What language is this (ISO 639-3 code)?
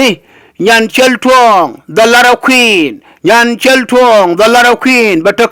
nus